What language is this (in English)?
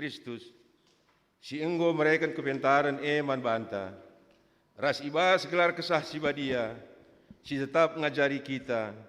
Batak Karo